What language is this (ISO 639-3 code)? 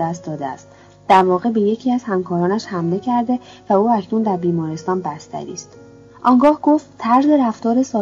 fas